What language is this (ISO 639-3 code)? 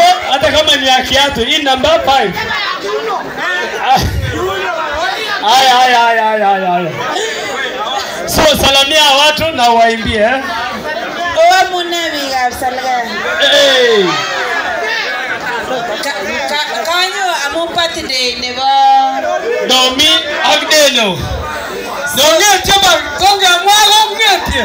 swa